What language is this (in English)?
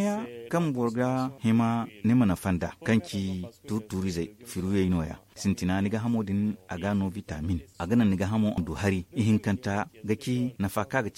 Zarma